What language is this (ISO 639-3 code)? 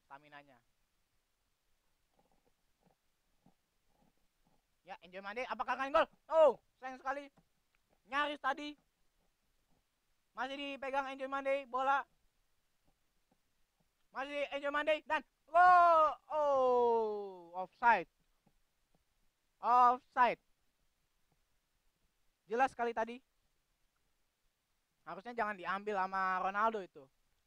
ind